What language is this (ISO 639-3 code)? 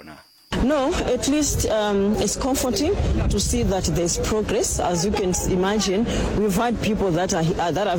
nso